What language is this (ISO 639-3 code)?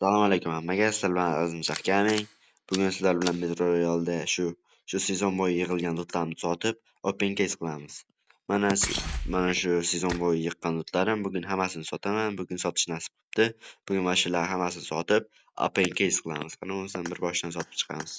uzb